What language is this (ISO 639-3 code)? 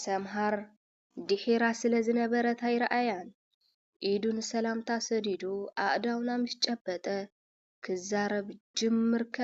tir